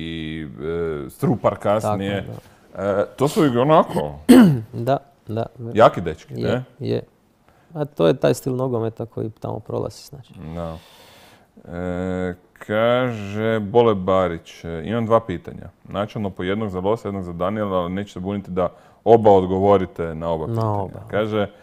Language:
Croatian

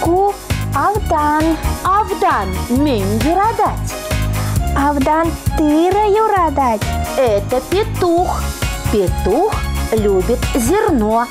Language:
Chuvash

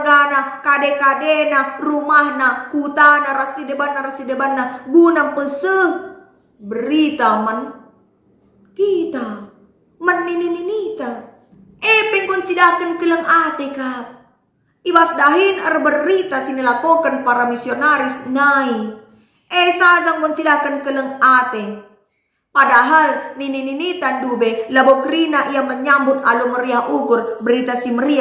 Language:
Batak Karo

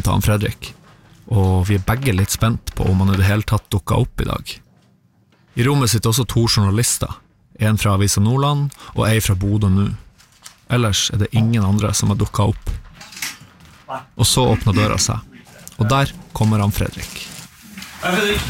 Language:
Norwegian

